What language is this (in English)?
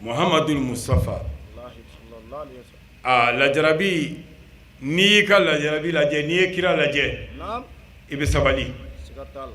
Bambara